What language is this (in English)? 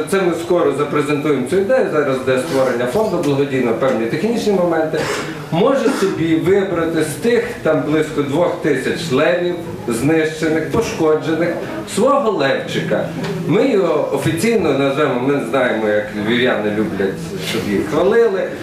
Ukrainian